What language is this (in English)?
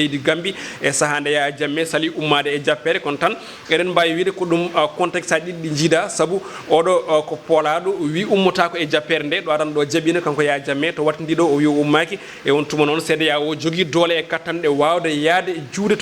Fula